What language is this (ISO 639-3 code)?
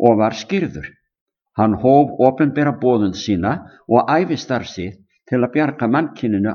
isl